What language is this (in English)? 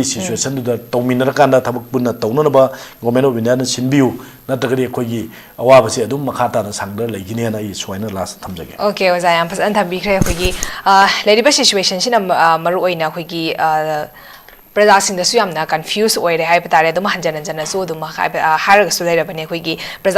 Manipuri